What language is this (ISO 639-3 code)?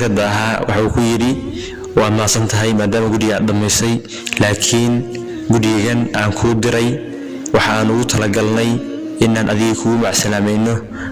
som